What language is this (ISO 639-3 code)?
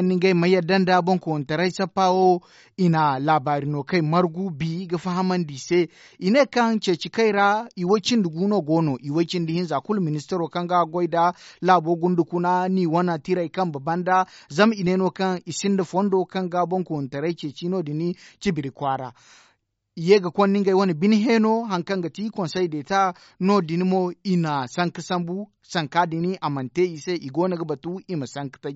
dje